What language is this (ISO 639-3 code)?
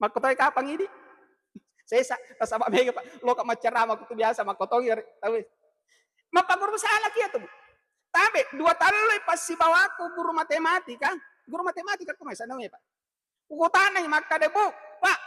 bug